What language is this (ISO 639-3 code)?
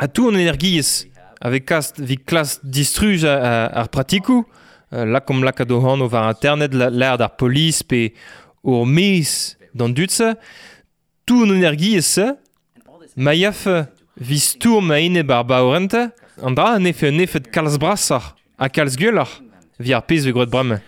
bre